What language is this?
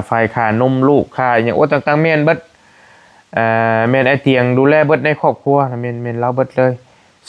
Lao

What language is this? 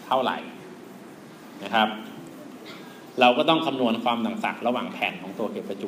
Thai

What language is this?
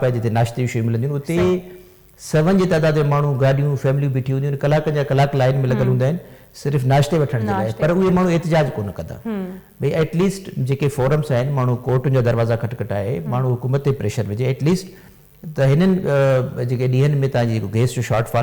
Sindhi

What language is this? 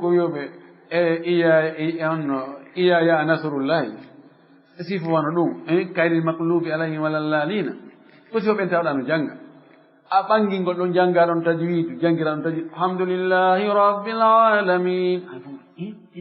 Fula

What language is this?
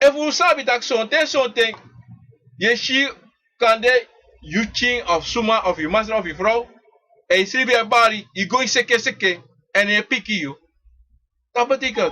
Sranan Tongo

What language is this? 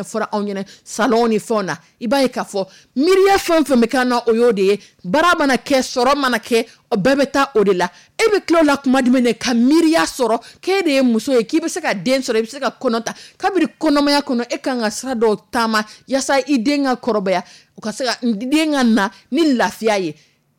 Dyula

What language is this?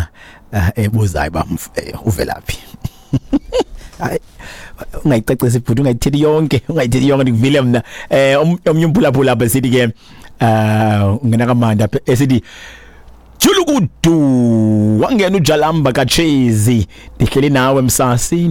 Xhosa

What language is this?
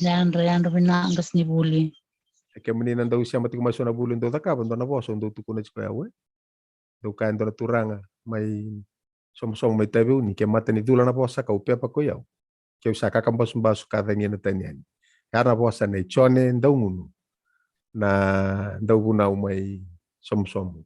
Fijian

